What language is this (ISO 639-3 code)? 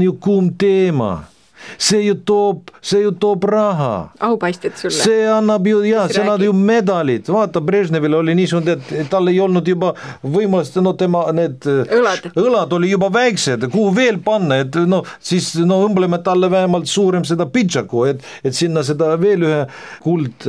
est